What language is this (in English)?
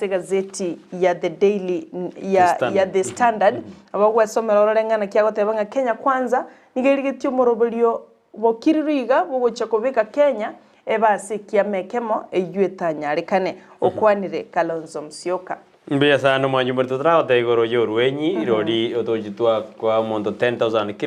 Gusii